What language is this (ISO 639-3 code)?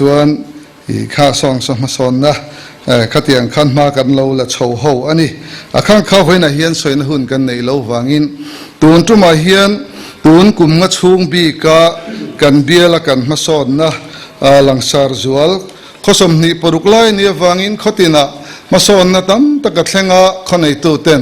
lus